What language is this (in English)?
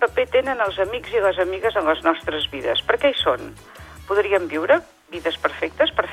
Catalan